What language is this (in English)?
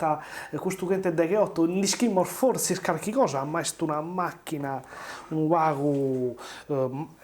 Sardinian